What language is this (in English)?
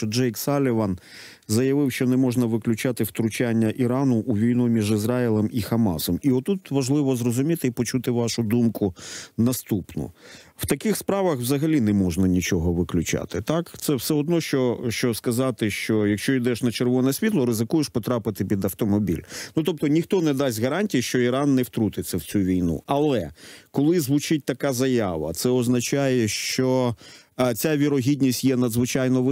Ukrainian